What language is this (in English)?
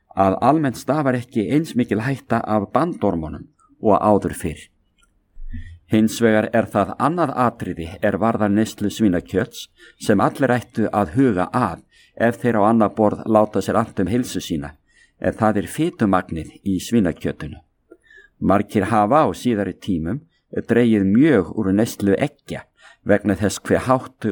Icelandic